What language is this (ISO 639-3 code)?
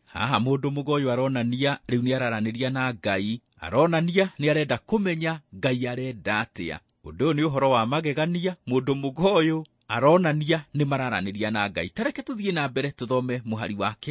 kik